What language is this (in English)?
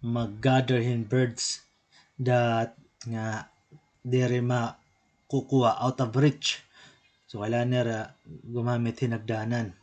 Waray